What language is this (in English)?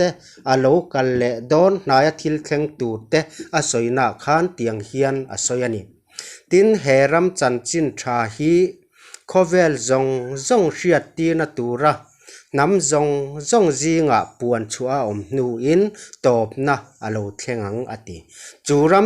Mizo